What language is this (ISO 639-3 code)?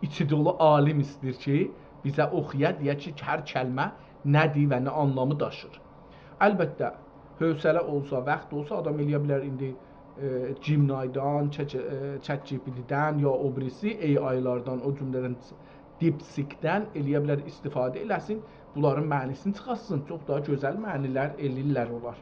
azb